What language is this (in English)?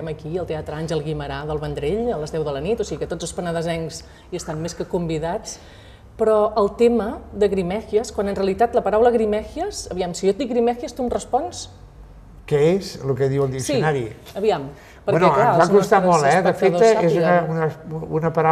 Catalan